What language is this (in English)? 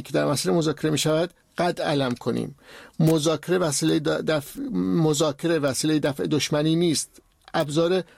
Persian